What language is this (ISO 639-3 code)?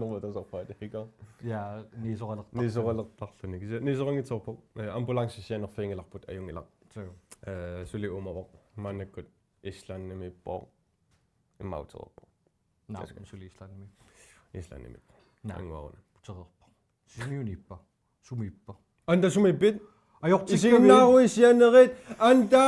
kal